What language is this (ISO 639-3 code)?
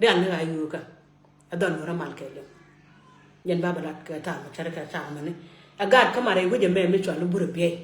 nus